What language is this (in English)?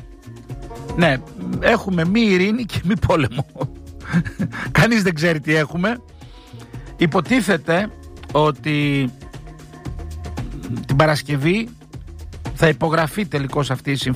Greek